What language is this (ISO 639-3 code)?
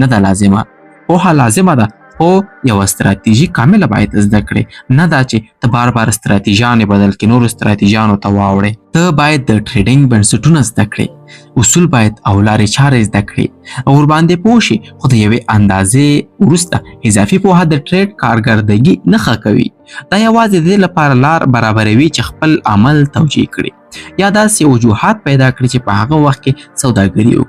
pus